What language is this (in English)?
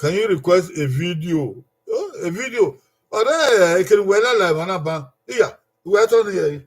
Bini